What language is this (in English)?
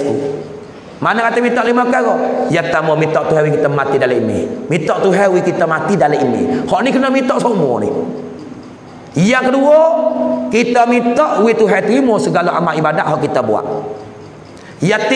Pattani Malay